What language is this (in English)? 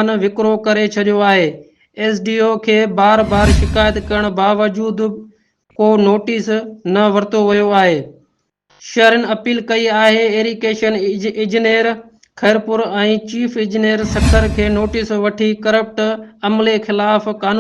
Sindhi